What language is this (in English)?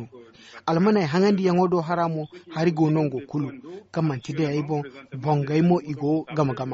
Zarma